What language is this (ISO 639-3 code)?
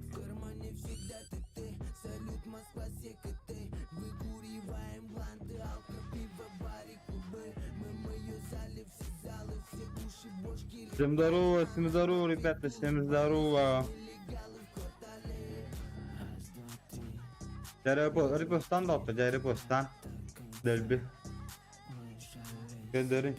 sah